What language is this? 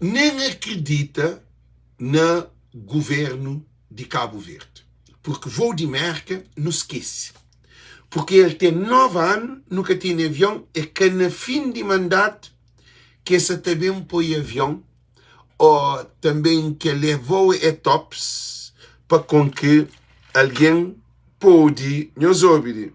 Kabuverdianu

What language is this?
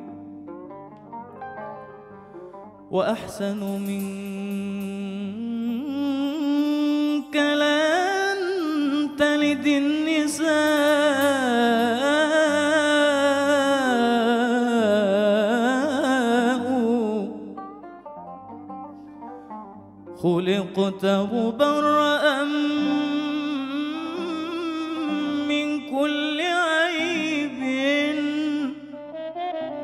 Egyptian Arabic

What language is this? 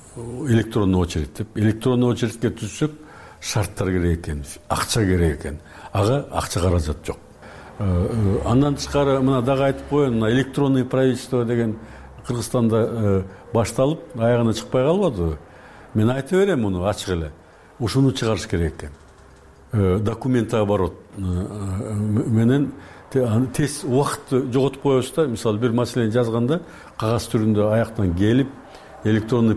Kyrgyz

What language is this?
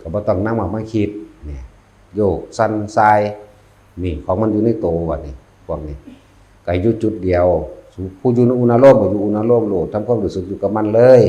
Northeastern Thai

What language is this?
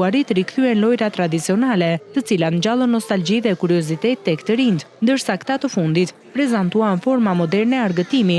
Albanian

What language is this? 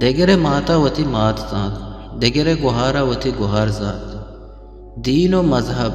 Eastern Balochi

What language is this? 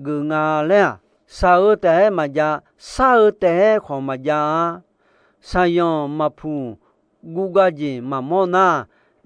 Akha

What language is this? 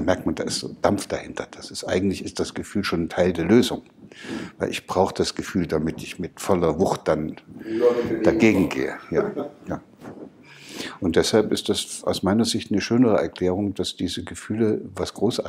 German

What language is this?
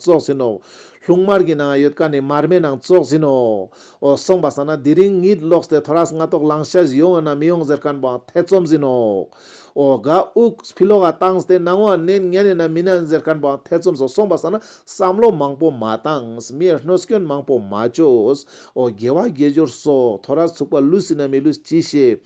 Ladakhi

